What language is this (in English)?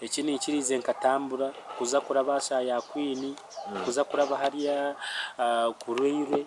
Nyankole